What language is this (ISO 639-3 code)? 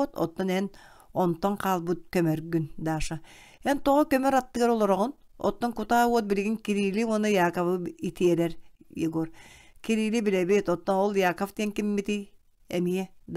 sah